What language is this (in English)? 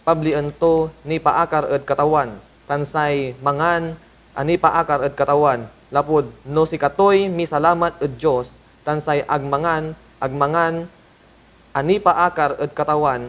Pangasinan